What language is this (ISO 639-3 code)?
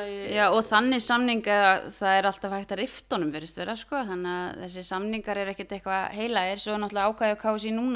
isl